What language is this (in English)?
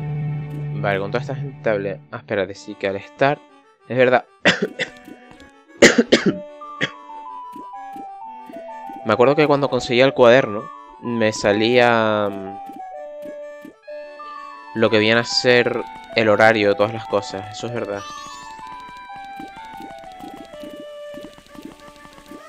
Spanish